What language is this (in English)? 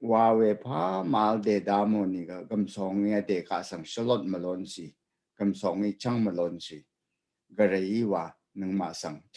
Rawang